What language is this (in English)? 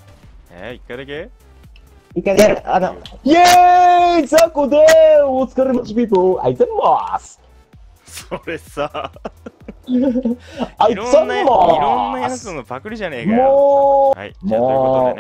Japanese